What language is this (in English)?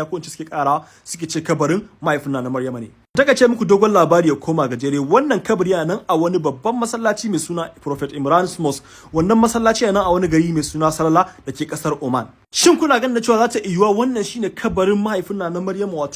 Hausa